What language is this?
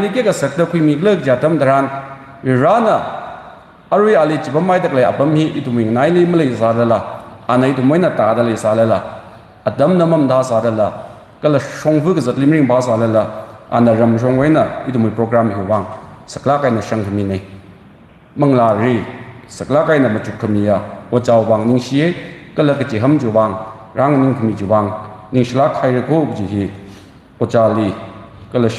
Tangkhul Naga (India)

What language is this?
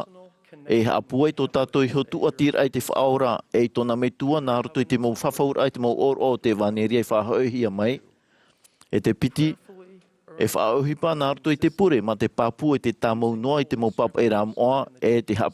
Tahitian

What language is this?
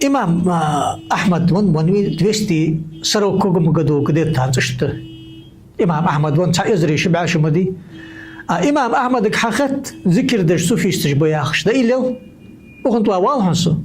Ingush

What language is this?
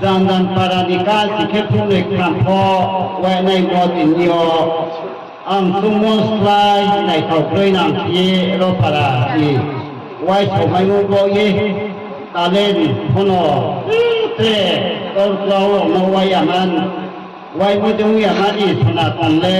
Riang (India)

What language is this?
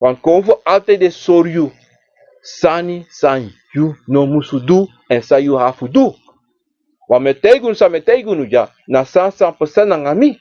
Sranan Tongo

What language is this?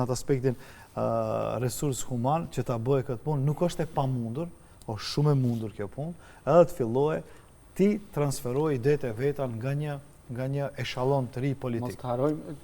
Albanian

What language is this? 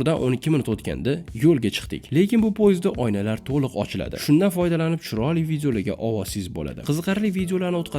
Uzbek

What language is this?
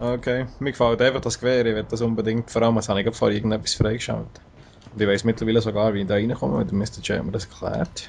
Swiss German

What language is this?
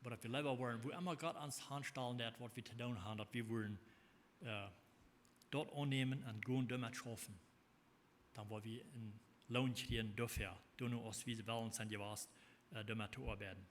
Plautdietsch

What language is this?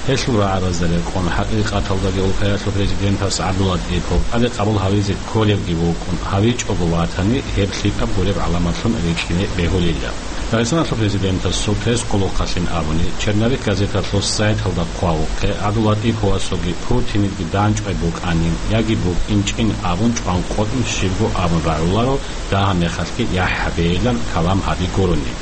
Avaric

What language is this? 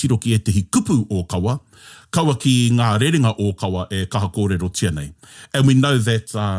Māori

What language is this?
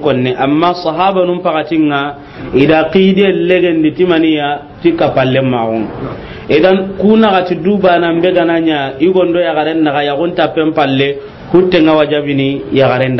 Soninke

